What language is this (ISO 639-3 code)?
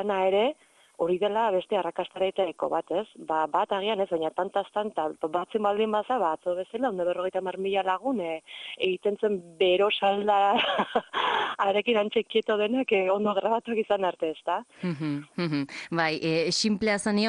eus